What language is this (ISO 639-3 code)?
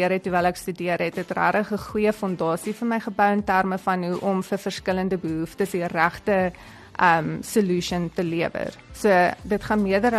afr